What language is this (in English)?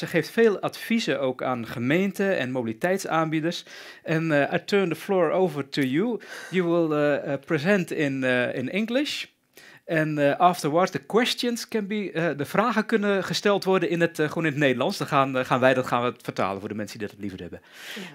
Dutch